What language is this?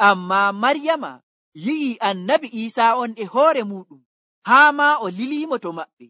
Nigerian Fulfulde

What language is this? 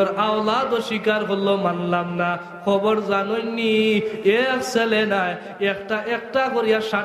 Sylheti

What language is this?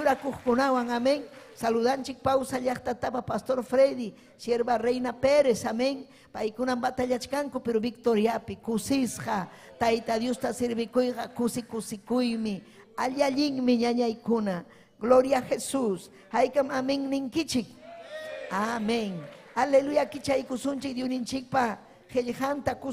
Ayacucho Quechua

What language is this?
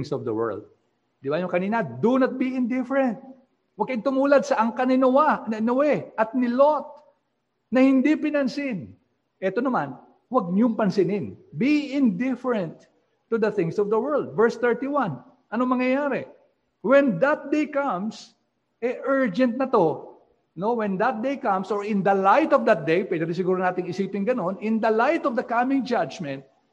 Filipino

